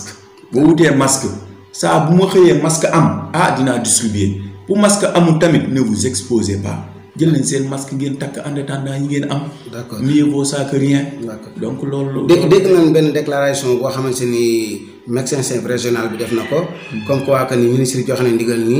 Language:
Wolof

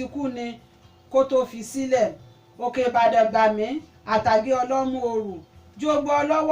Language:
Yoruba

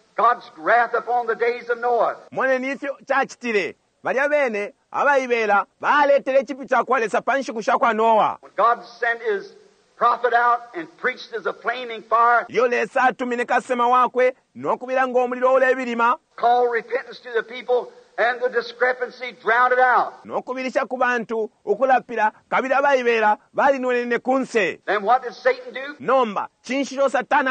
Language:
Bemba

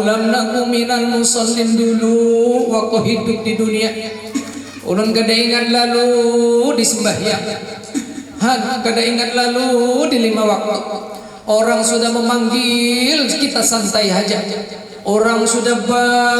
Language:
Banjar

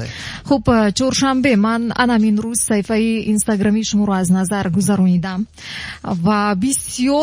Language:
Tajik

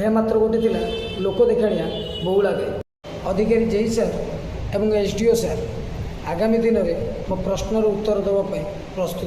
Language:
Odia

